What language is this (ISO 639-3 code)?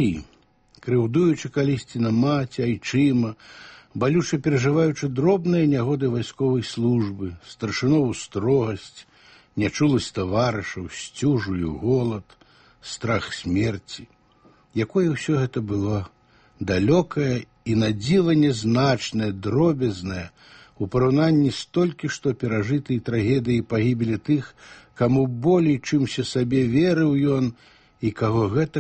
bel